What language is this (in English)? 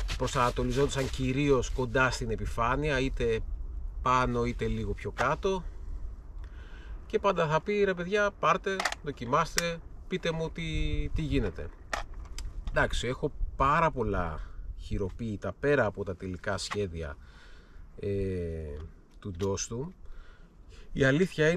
Greek